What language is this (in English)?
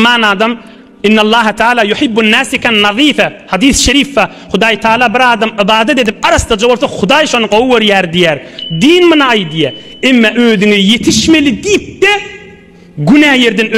Turkmen